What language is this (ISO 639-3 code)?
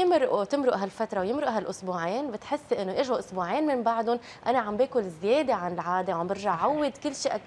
apc